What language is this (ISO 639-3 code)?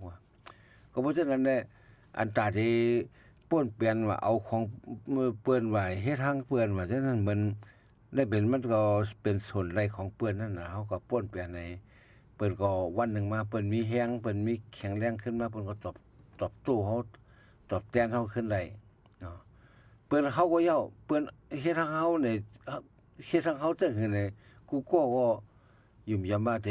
shn